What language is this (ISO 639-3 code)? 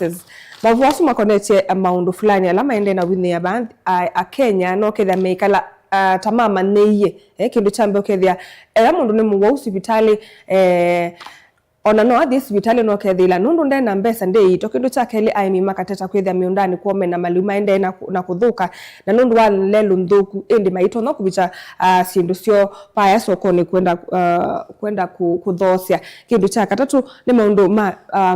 kam